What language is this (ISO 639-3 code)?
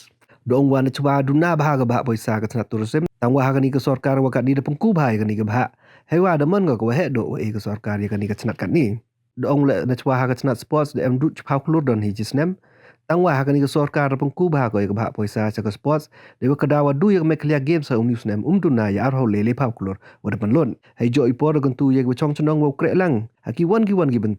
pbv